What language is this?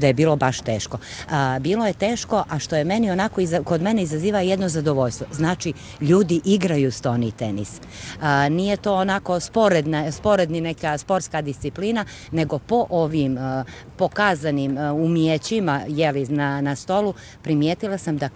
Bosnian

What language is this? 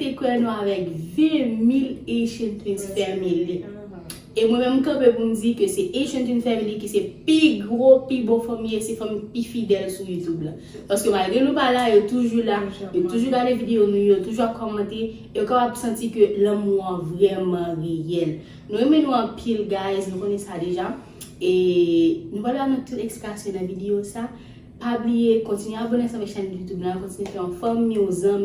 Haitian Creole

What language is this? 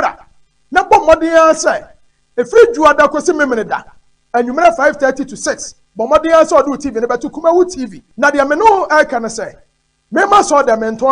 Akan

